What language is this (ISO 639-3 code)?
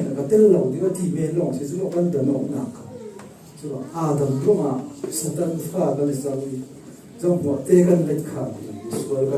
cfm